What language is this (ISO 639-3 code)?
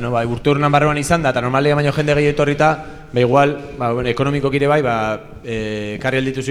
eus